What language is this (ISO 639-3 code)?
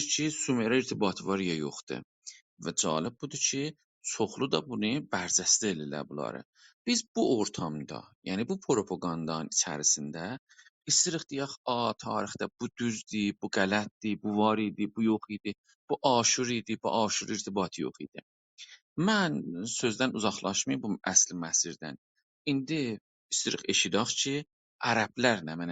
azb